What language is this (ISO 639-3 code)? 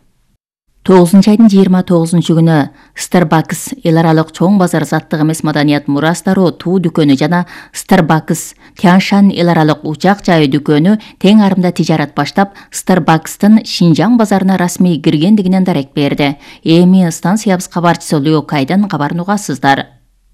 kir